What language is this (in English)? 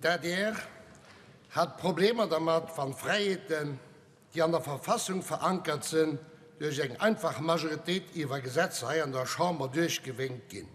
Luxembourgish